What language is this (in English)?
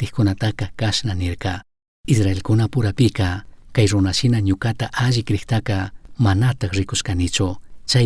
Chimborazo Highland Quichua